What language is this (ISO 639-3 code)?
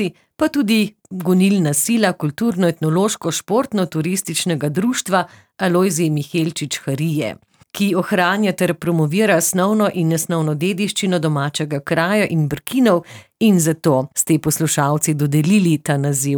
slv